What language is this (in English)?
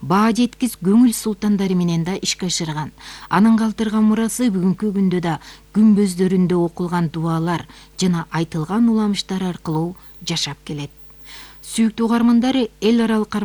Kyrgyz